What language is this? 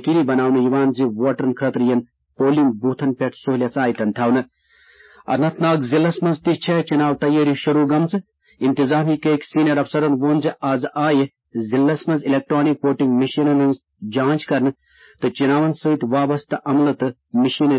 Kashmiri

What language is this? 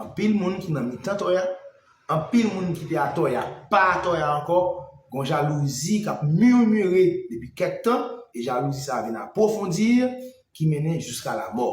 Haitian Creole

